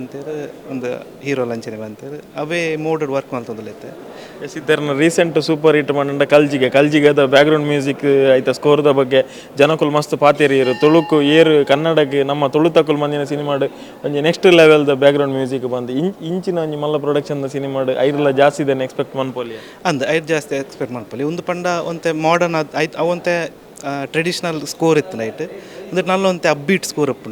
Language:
Tulu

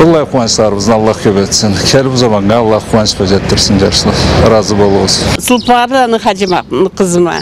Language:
Karachay-Balkar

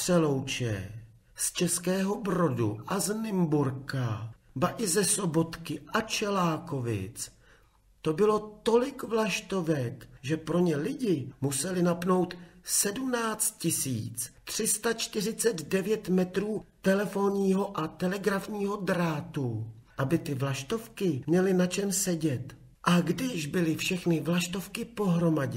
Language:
Czech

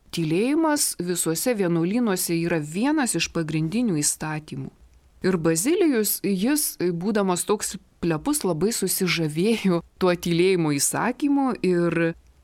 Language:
Lithuanian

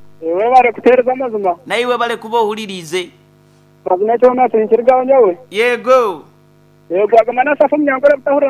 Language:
Nyankole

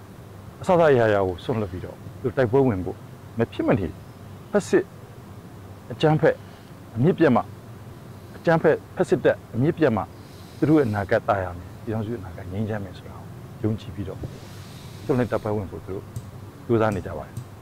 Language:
Burmese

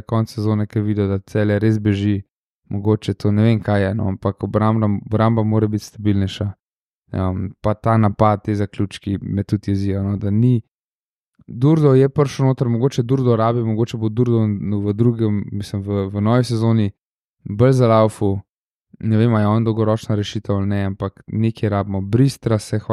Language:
Slovenian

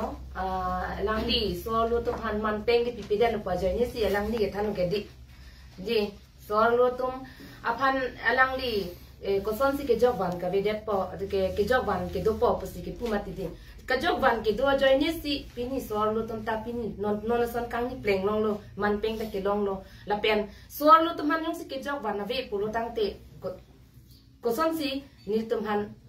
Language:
Karbi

